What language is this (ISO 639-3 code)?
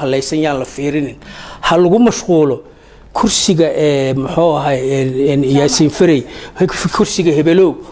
som